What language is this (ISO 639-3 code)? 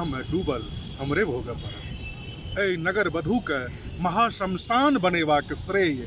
mai